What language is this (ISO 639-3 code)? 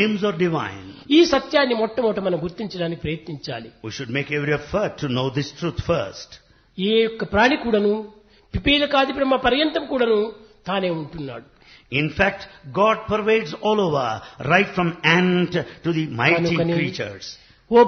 tel